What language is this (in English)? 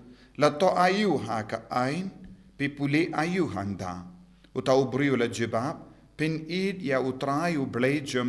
Khasi